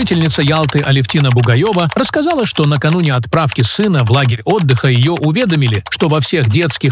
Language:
Russian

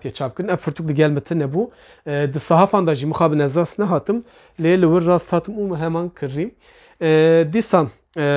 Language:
Kurdish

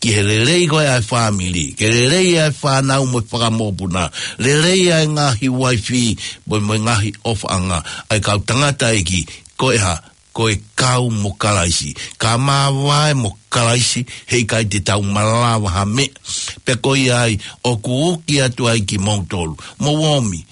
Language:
Tongan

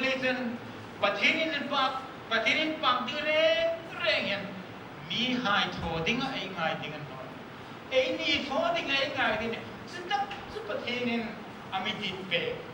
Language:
Hmar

